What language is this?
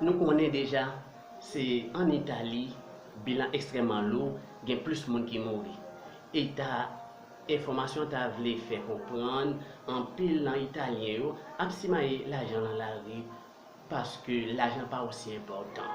Haitian Creole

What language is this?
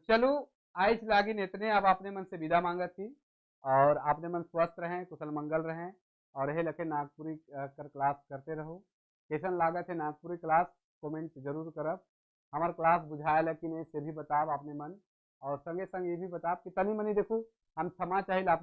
Sadri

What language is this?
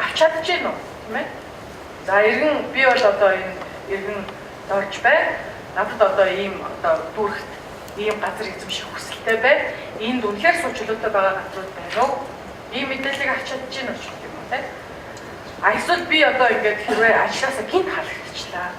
Mongolian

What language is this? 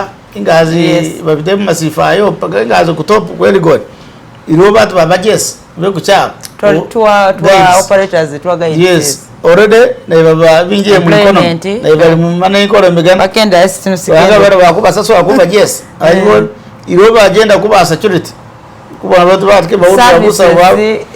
Masaaba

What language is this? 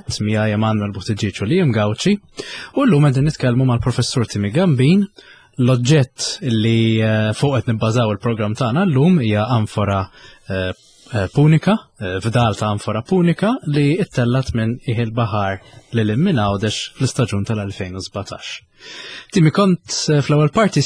Maltese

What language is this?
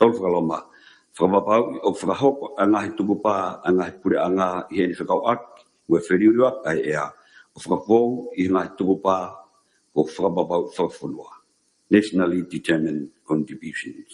Tongan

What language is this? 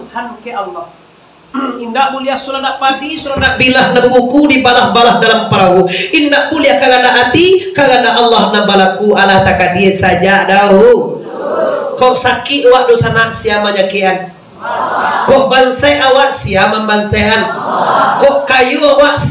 Minangkabau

